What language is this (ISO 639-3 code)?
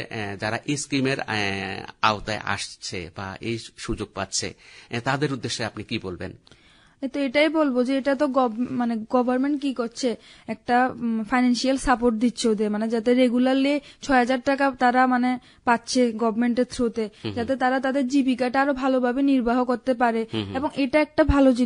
ben